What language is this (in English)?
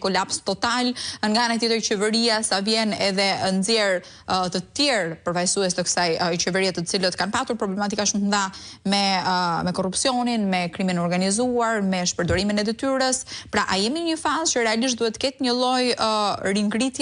Albanian